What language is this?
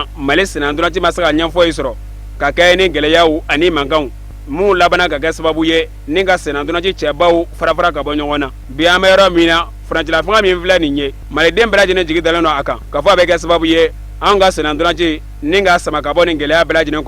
Bambara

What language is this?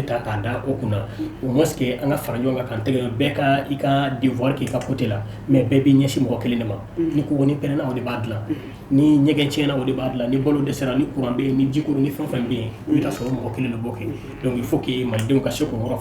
Bambara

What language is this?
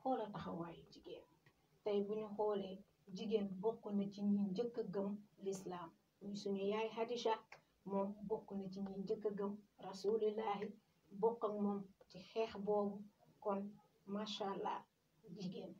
Wolof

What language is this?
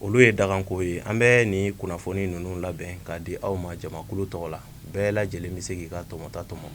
Bambara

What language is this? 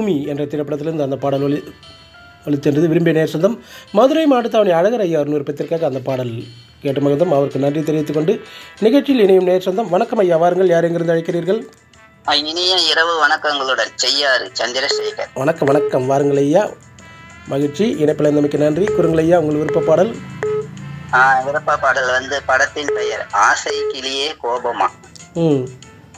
Tamil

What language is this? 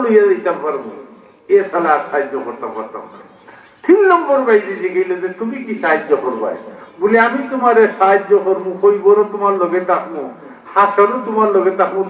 Sylheti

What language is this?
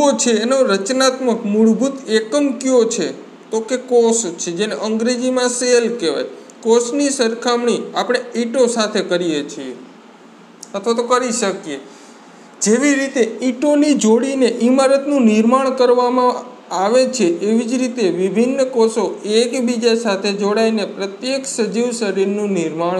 Gujarati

